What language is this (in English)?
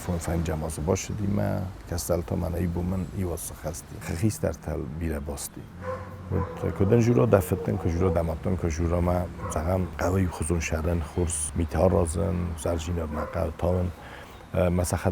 Ossetic